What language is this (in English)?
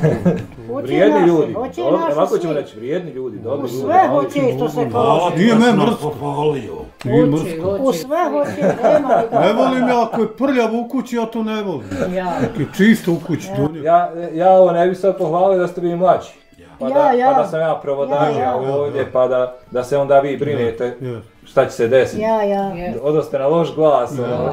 Bosnian